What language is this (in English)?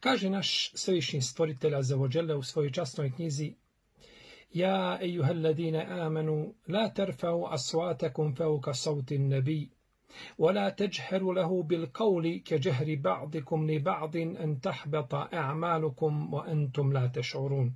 Bosnian